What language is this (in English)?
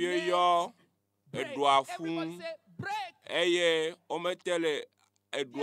Ewe